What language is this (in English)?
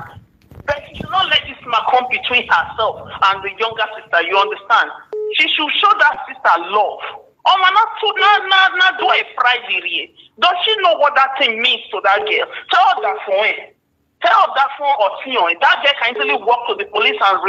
Nigerian Pidgin